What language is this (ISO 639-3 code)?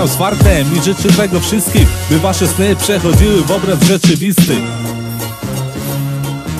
pol